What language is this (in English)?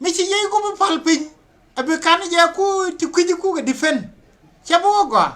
Nuer